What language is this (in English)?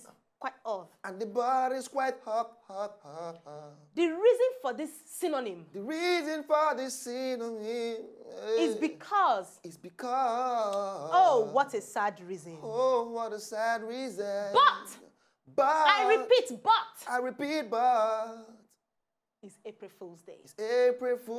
Nigerian Pidgin